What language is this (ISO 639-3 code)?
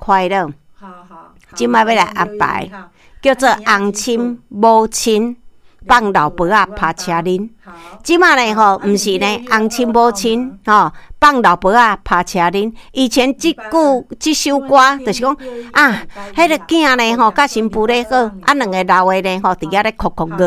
nan